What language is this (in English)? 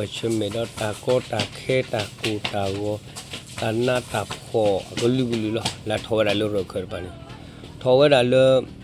S'gaw Karen